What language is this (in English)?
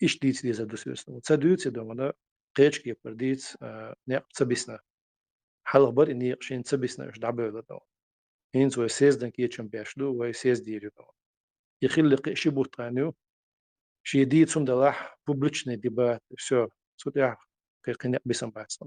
Chechen